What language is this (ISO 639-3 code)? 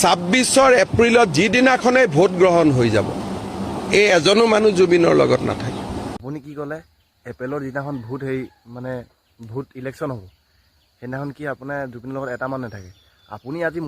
asm